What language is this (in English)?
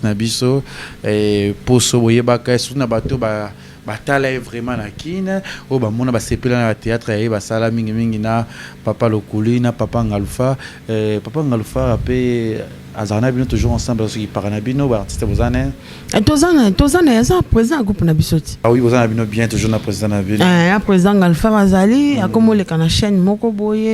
Lingala